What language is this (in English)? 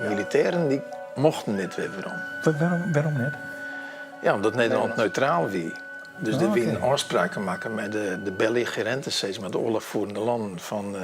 Western Frisian